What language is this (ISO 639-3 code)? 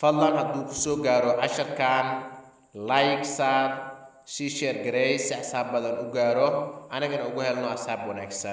som